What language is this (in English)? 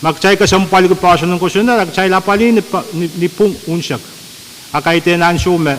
Pohnpeian